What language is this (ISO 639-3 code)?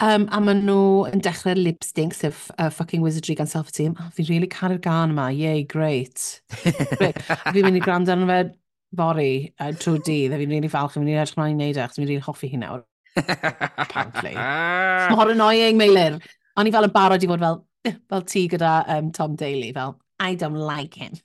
cym